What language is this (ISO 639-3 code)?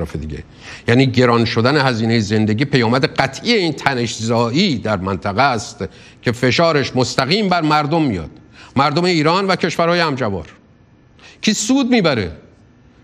fas